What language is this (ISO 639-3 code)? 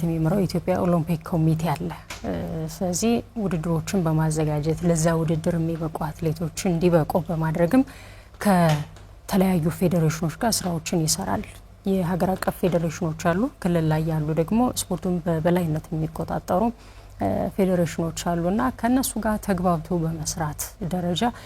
amh